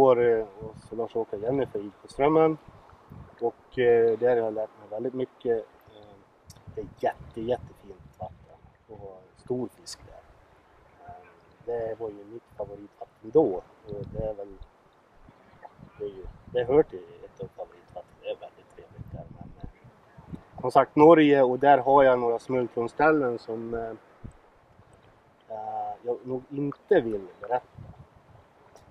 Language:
Swedish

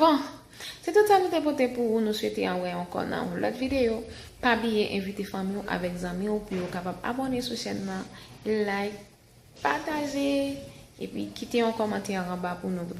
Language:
Haitian Creole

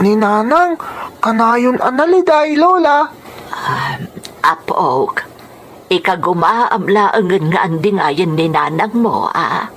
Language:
Iloko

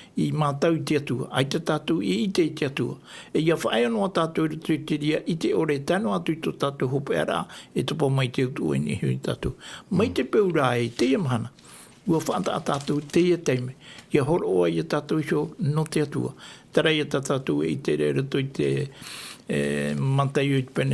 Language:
Tahitian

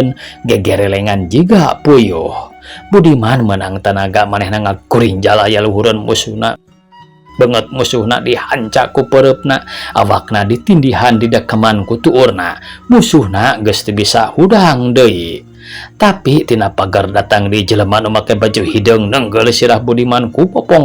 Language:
Sundanese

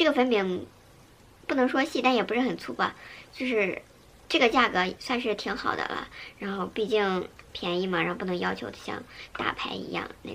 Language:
Chinese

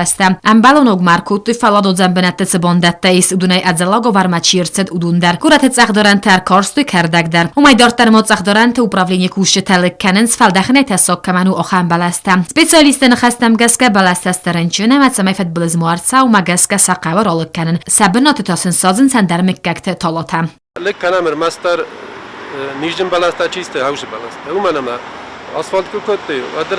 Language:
Ossetic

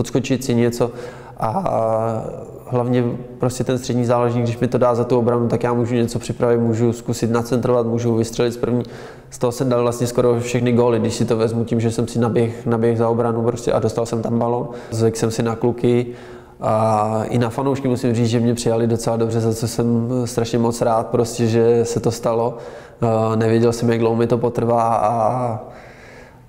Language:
Czech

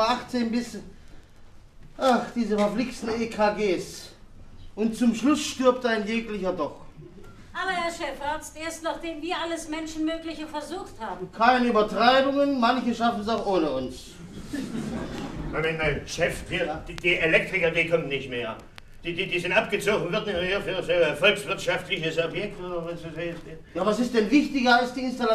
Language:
German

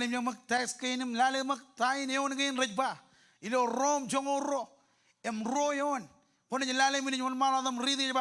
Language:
Marshallese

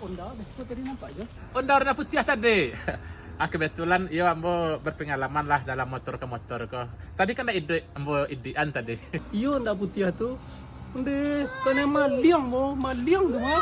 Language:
Minangkabau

